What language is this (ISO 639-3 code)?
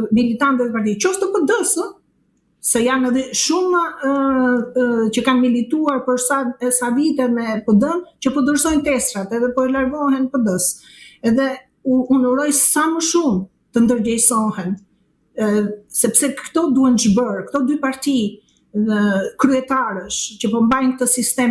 sqi